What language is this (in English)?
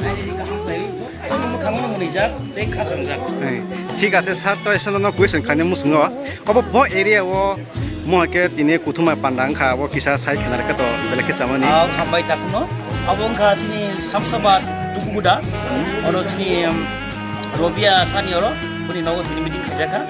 Kok Borok